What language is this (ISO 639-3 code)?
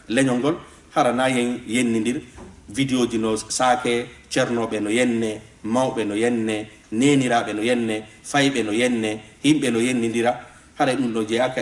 ful